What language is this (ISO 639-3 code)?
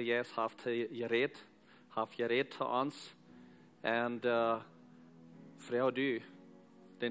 pdt